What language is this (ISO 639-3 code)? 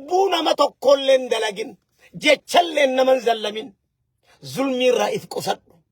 orm